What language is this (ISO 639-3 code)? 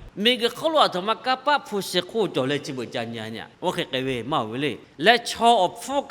lhu